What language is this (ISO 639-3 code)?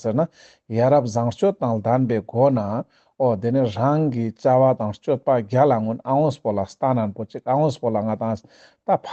lbj